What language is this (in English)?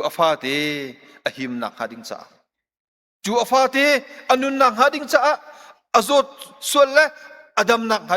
Hakha Chin